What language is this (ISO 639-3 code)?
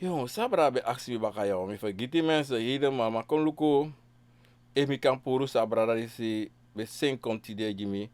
srn